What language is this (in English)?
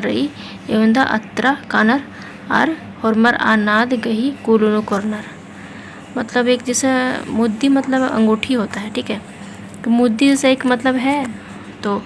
Kurukh